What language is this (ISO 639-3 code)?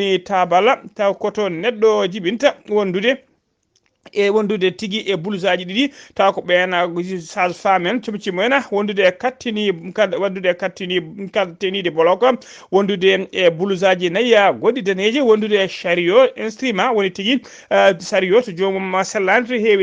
ful